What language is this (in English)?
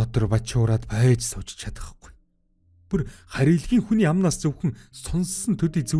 Mongolian